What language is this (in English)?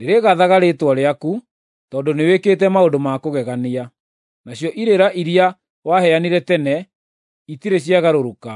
Kikuyu